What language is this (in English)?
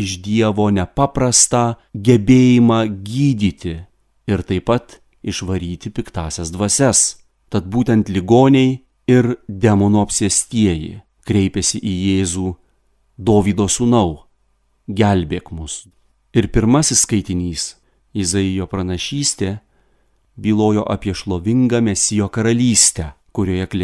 Lithuanian